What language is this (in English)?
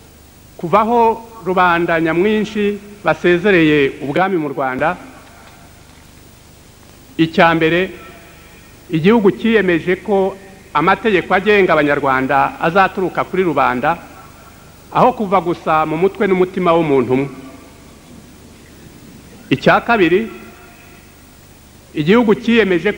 Kinyarwanda